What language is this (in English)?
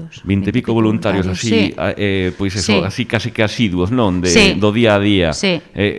Galician